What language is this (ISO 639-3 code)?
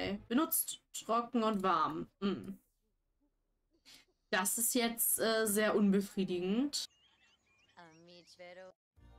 deu